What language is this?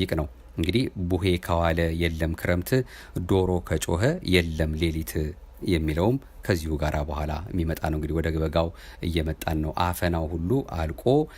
Amharic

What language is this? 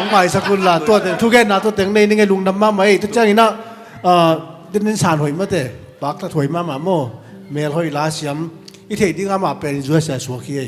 Tedim Chin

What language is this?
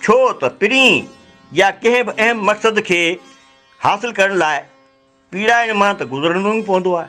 Sindhi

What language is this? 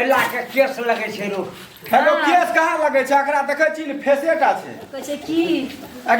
Maithili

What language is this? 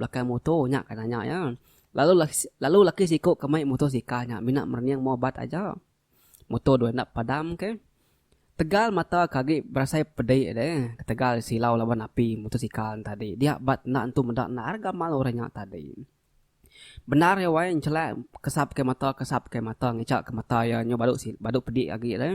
Iban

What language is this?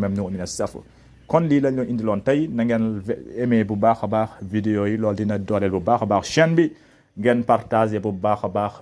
Wolof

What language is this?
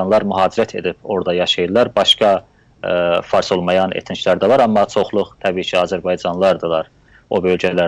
South Azerbaijani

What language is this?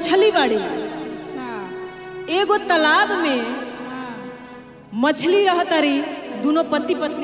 Bhojpuri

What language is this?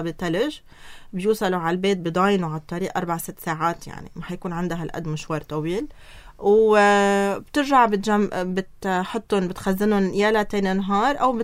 North Levantine Arabic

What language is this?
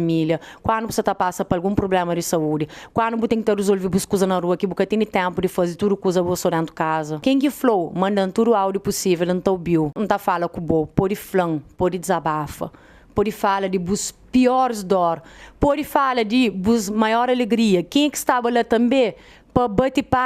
Kabuverdianu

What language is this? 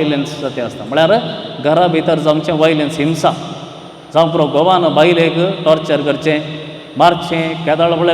Konkani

